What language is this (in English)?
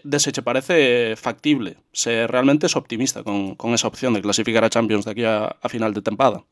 Galician